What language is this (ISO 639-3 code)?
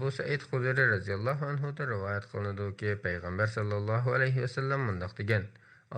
uig